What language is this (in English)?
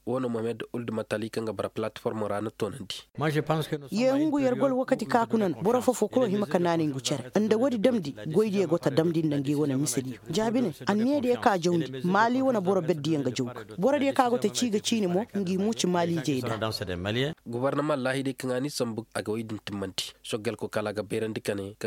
Koyraboro Senni